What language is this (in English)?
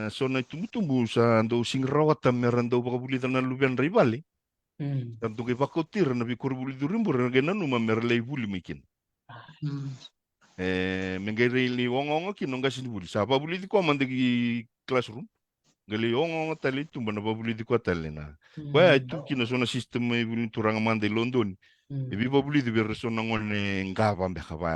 Fijian